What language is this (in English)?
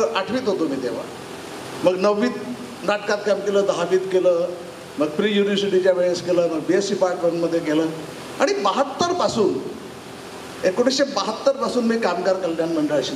Marathi